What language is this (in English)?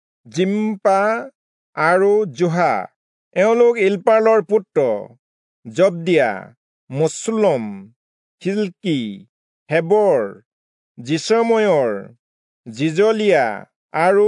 Assamese